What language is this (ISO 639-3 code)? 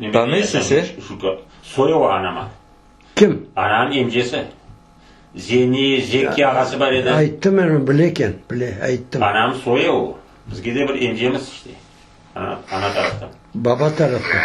crh